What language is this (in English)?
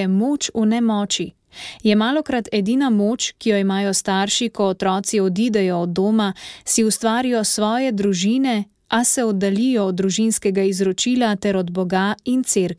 Slovenian